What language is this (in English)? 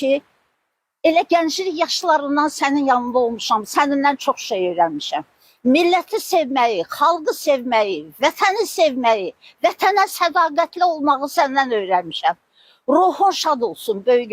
Azerbaijani